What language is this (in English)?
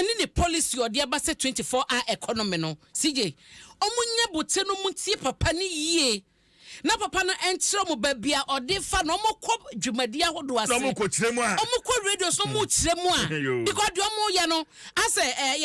Akan